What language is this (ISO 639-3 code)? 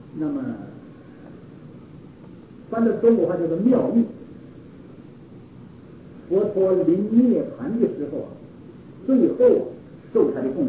zho